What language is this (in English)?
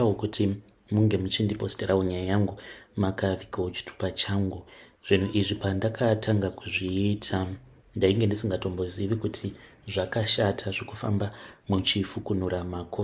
Shona